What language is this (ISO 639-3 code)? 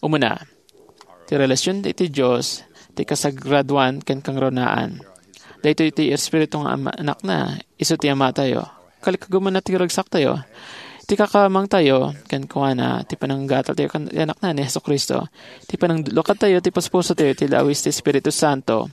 ilo